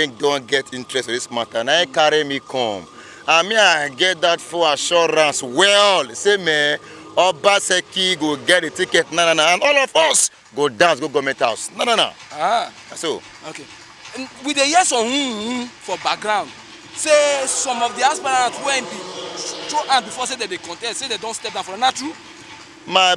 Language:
Nigerian Pidgin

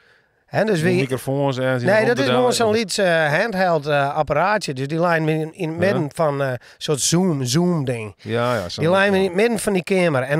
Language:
Western Frisian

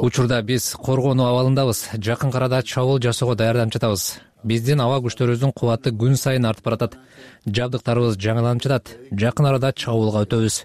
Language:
Kyrgyz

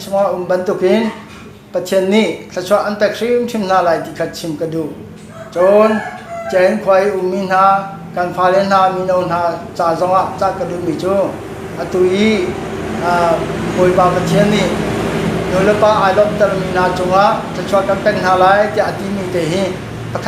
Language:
Hakha Chin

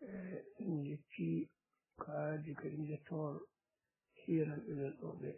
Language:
Fula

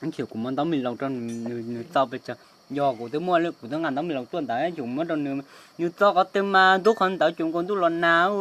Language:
Hmong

